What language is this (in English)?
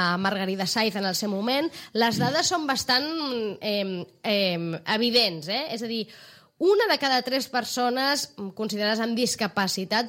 Catalan